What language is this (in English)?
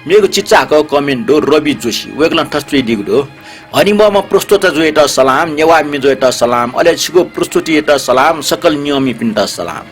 Newari